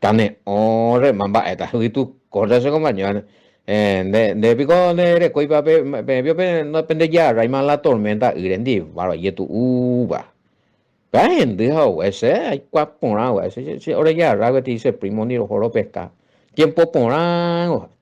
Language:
Guarani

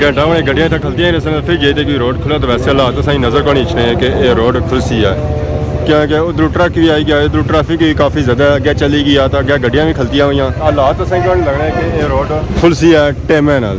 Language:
Pahari-Potwari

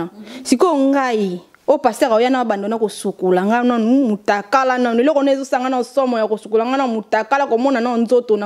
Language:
Lingala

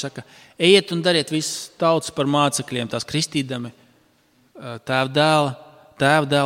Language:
Latvian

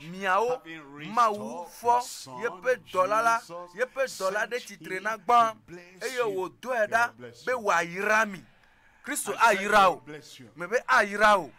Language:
Ewe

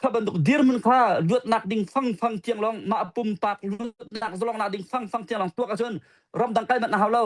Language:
Hakha Chin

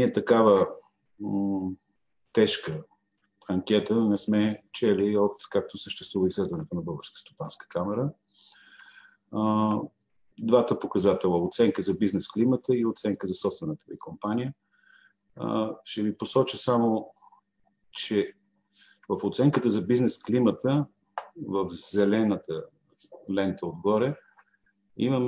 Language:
Bulgarian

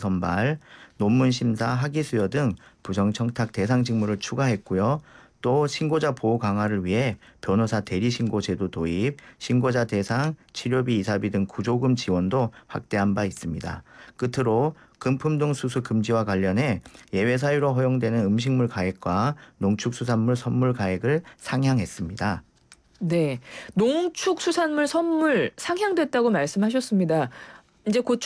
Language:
Korean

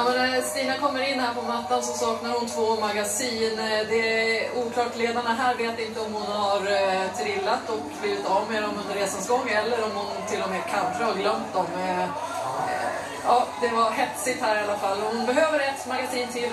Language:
Swedish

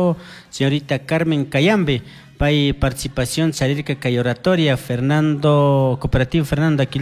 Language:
Chimborazo Highland Quichua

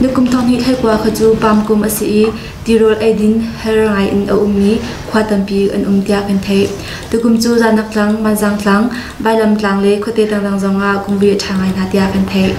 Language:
Hakha Chin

